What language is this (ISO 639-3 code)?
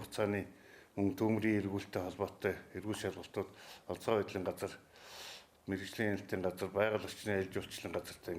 mon